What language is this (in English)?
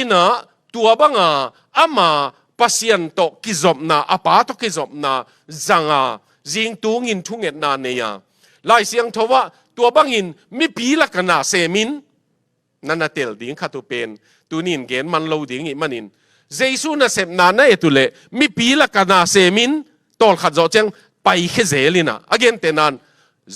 Tedim Chin